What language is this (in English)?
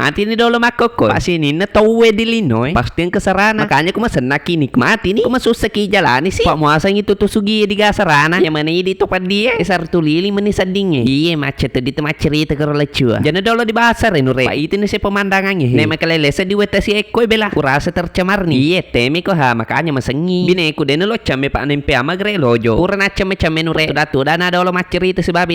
Buginese